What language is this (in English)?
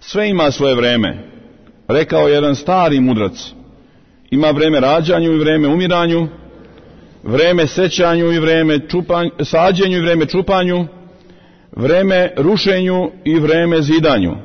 Serbian